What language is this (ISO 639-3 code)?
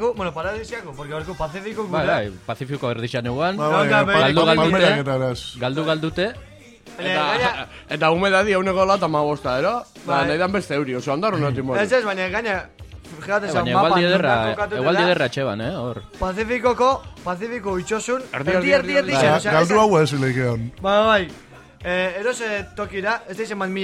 eus